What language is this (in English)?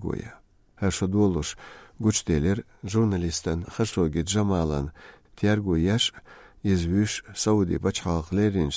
Chechen